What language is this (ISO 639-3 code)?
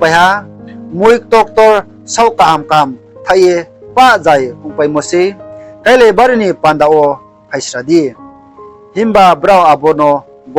ria